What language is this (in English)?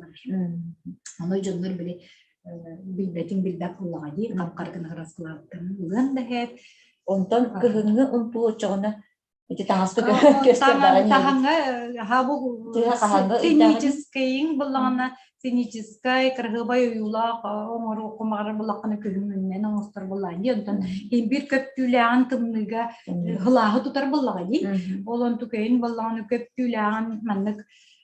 Yakut